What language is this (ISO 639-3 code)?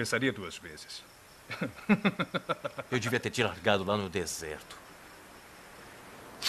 por